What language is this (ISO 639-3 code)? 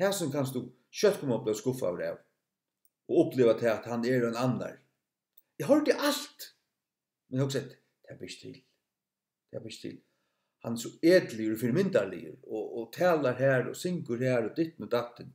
fao